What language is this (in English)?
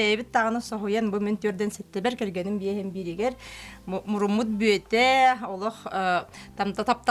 Yakut